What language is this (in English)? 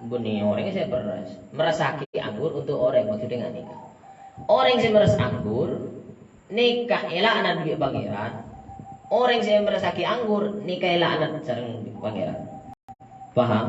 Madurese